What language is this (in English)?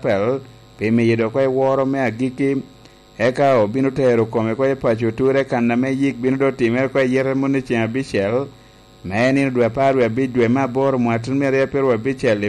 Lango (Uganda)